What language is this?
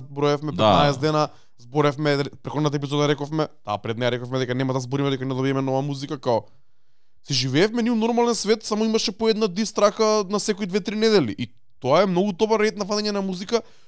Macedonian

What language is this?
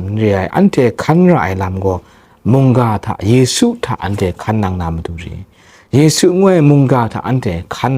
Kachin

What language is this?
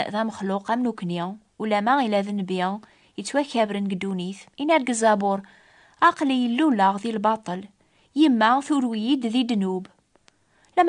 Kabyle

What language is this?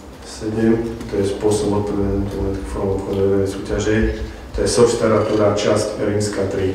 Slovak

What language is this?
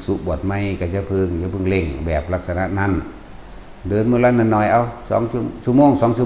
Northeastern Thai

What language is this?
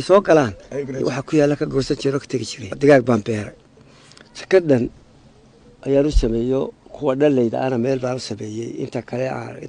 Somali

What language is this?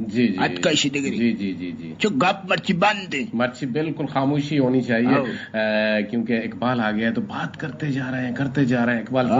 Eastern Balochi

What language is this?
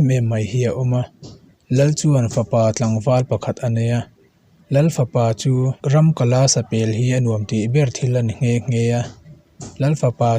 Mizo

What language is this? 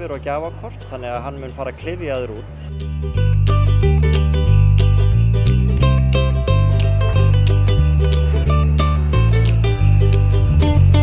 Icelandic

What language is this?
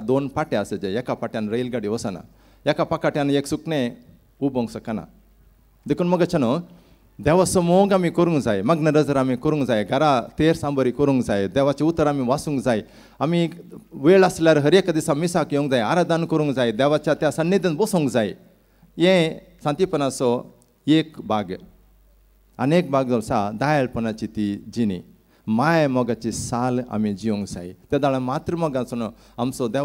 Konkani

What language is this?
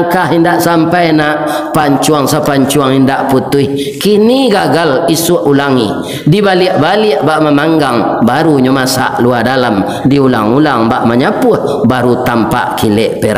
Minangkabau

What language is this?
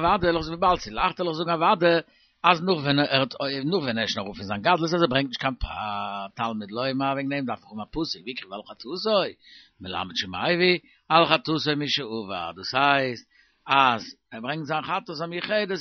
Yiddish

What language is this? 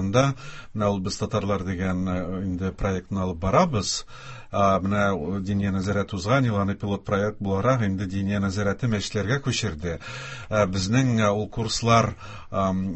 Tatar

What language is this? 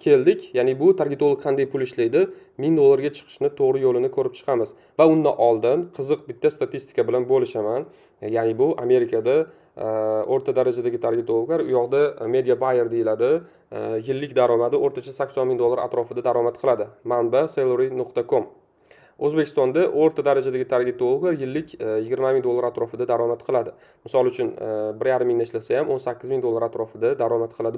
Uzbek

